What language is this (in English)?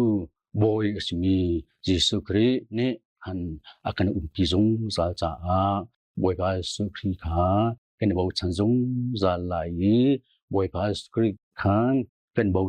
Hakha Chin